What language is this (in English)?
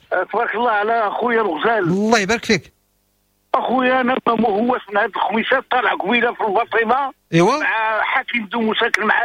Moroccan Arabic